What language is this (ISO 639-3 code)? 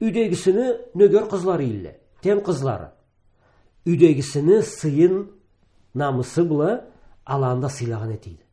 krc